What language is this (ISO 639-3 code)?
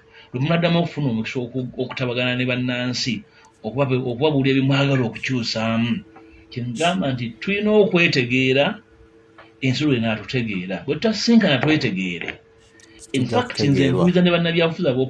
lug